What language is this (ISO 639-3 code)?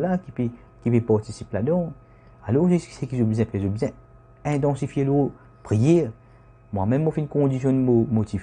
mfe